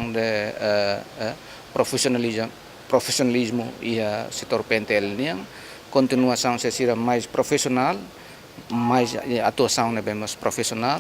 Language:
Tetum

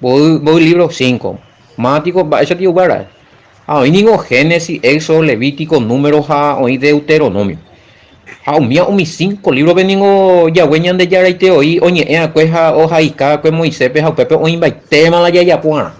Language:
Guarani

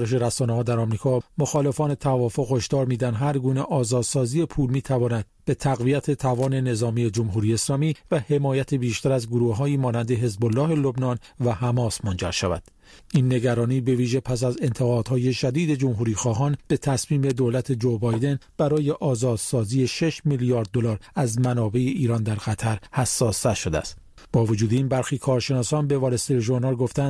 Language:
Persian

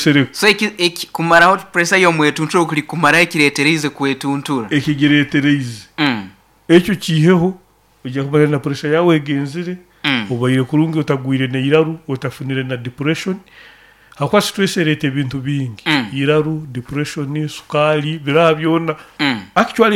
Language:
Nyoro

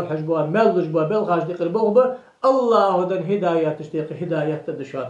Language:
Ingush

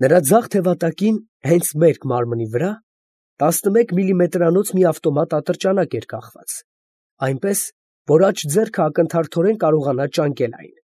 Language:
Armenian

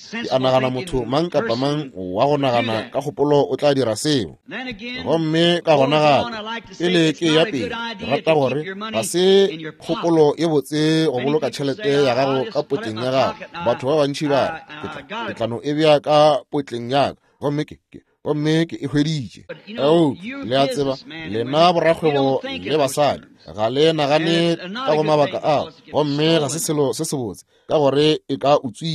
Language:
Northern Sotho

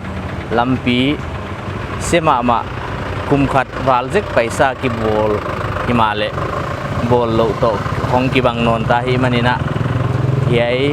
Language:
Paite Chin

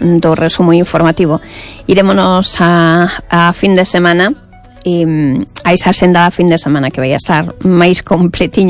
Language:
Galician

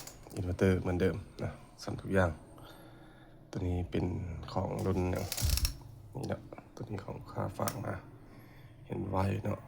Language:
Lao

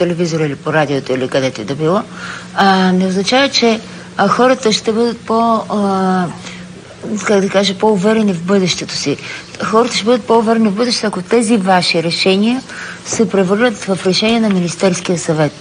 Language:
Bulgarian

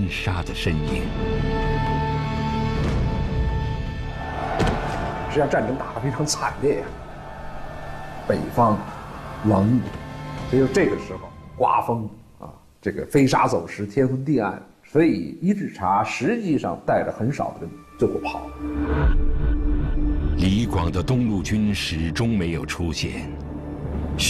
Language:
Chinese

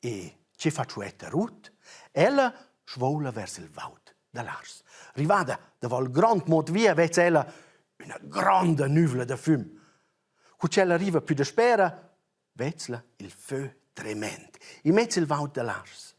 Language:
Romansh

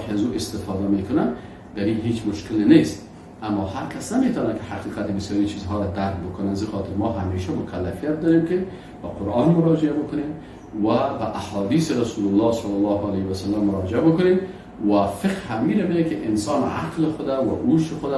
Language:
Persian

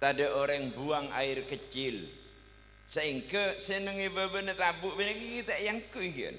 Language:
Madurese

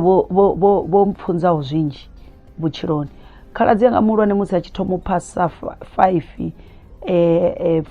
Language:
Venda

